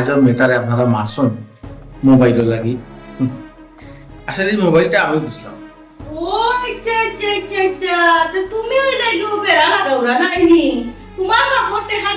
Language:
Sylheti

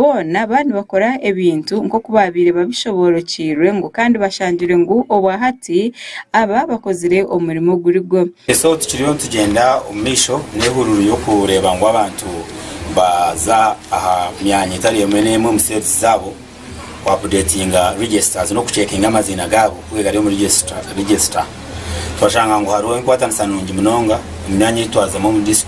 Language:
Nyankole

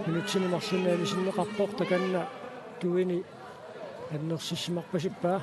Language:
Kalaallisut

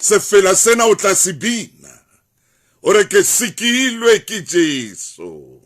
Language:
Southern Sotho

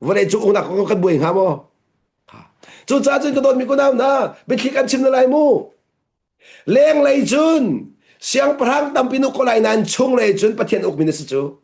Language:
Hakha Chin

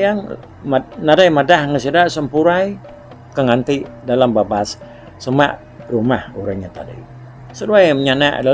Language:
Iban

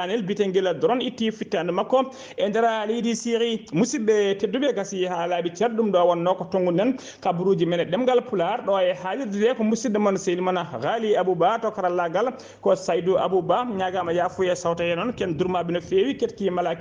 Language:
Fula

